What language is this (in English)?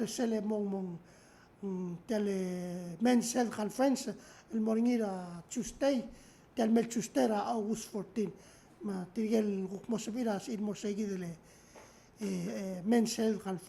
Palauan